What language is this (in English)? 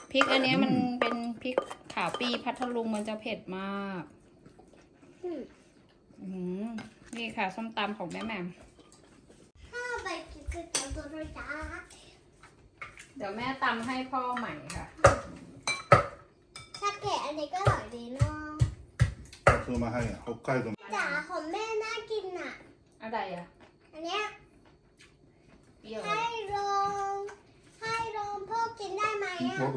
Thai